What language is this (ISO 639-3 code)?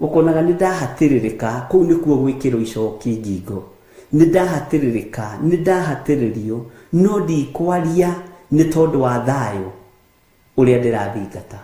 kik